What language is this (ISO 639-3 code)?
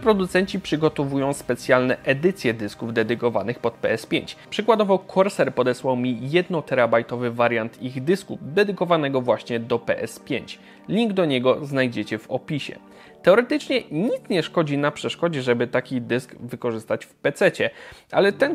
pol